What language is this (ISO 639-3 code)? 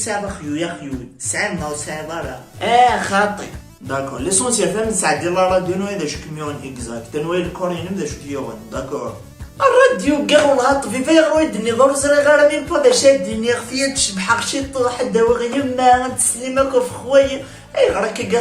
kab